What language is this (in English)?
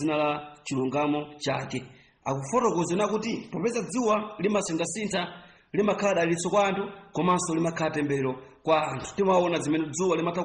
Nyanja